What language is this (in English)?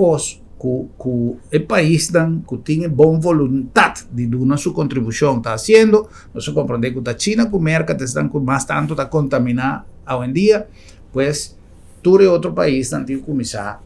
Papiamento